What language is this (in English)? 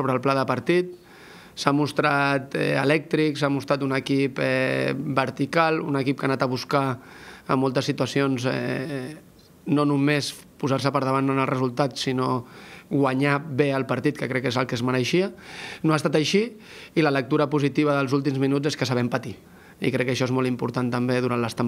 Catalan